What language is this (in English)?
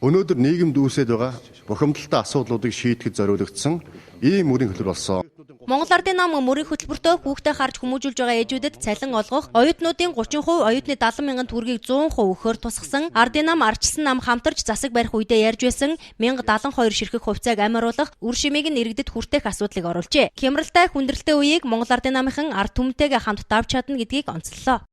Mongolian